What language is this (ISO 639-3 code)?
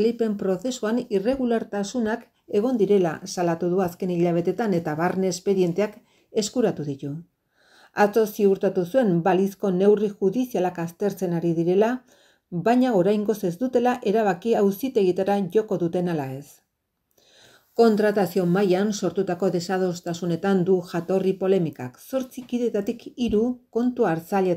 eus